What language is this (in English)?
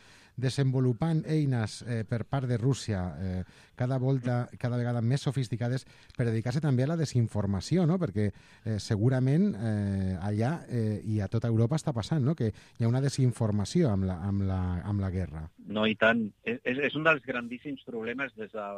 Catalan